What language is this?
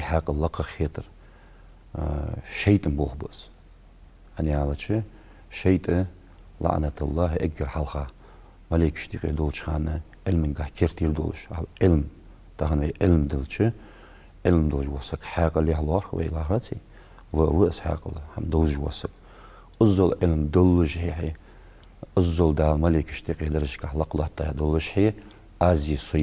Ingush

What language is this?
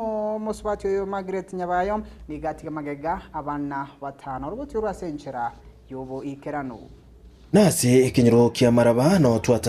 Gusii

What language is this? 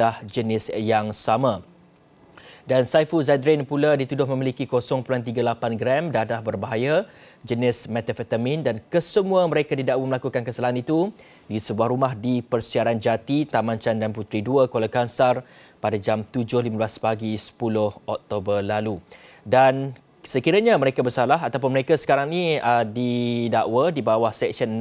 Malay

